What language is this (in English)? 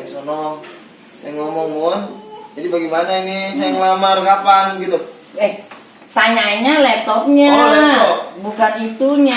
Betawi